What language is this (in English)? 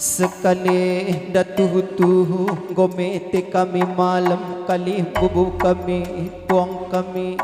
Batak Karo